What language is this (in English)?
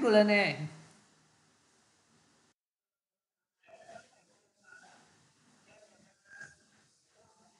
Vietnamese